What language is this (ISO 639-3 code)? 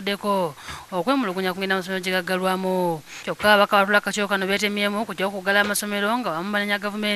lug